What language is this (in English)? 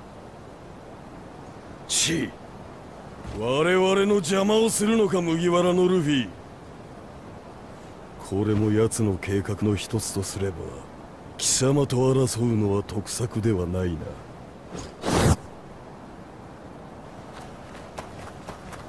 Japanese